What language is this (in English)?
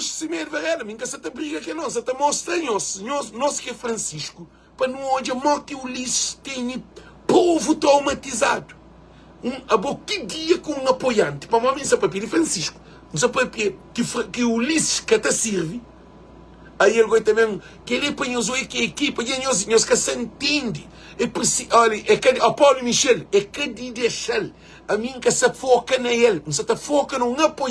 Kabuverdianu